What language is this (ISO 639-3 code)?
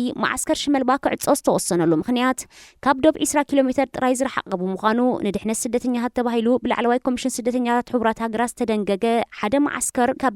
tir